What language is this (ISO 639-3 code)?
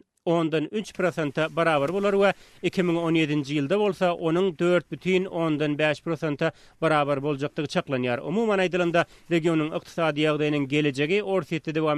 tuk